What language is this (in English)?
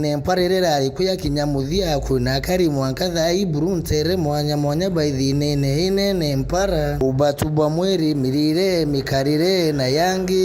Meru